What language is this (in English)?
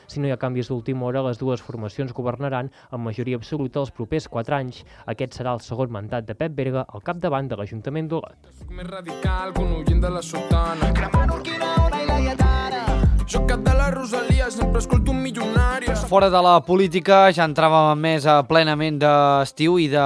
Catalan